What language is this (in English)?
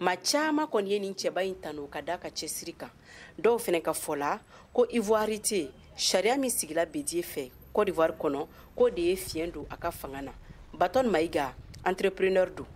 Bambara